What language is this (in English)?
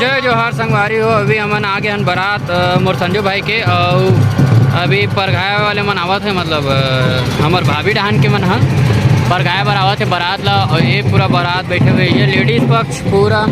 Chhattisgarhi